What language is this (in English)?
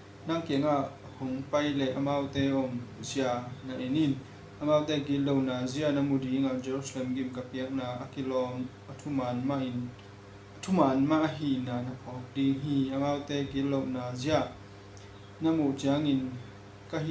Tedim Chin